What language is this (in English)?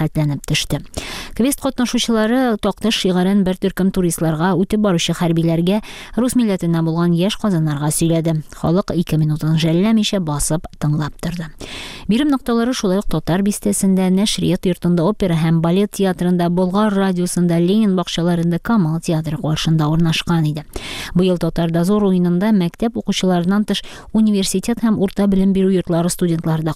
Tatar